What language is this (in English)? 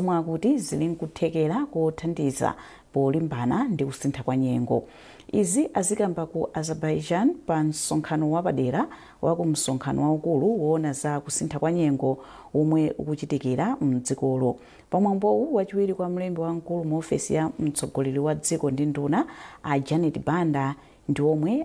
Nyanja